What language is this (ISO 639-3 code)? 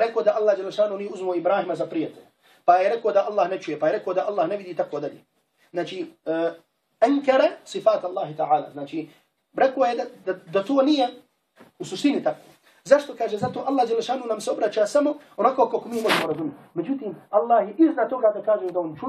bos